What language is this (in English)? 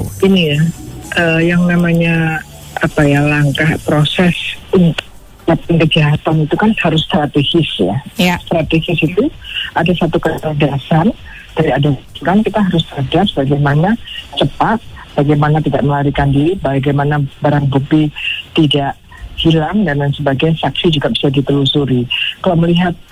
Indonesian